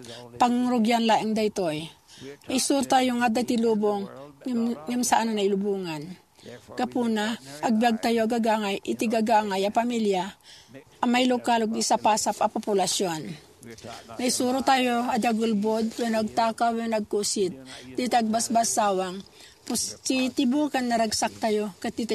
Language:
Iloko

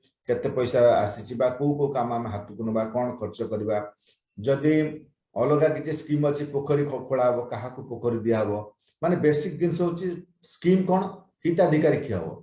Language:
Odia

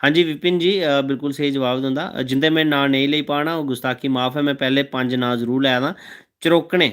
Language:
Dogri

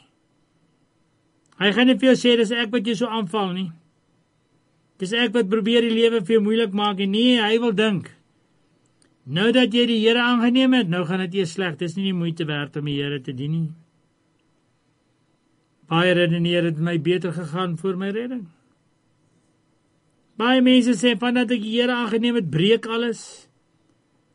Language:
Afrikaans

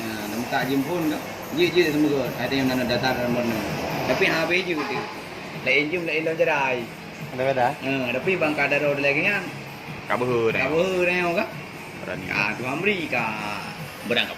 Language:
Achinese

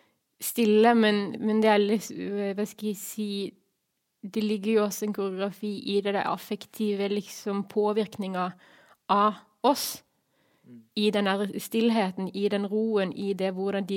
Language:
Norwegian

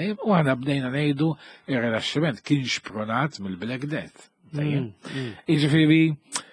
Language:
Maltese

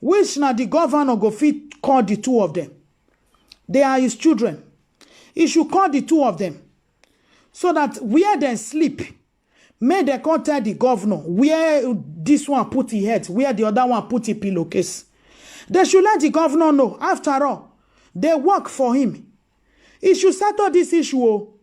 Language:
Nigerian Pidgin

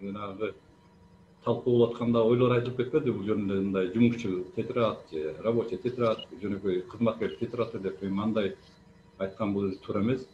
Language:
Kyrgyz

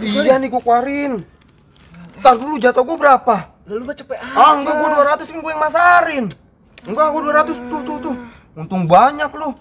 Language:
Betawi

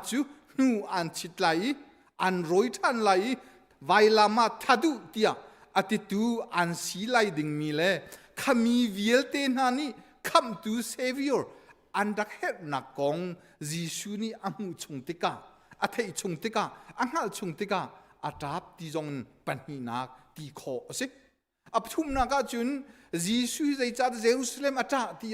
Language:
Hakha Chin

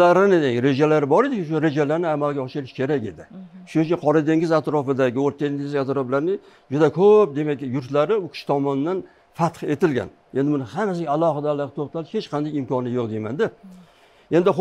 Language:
Uzbek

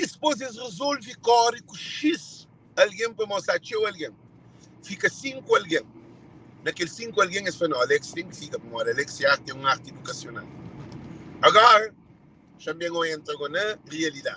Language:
Kabuverdianu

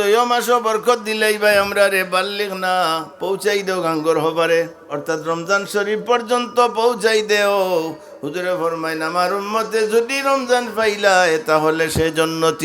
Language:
Sylheti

